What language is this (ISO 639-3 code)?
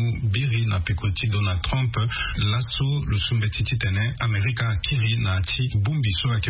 sag